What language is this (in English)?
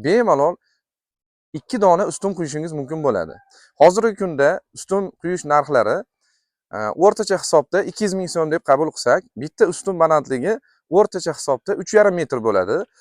Uzbek